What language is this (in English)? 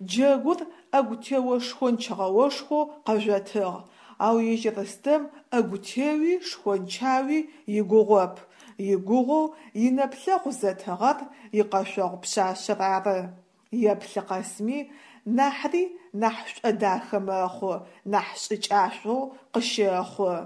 Adyghe